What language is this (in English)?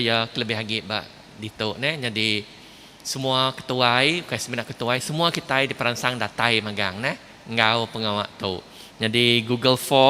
Iban